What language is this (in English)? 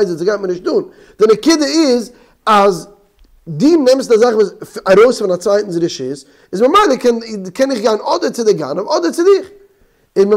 Yiddish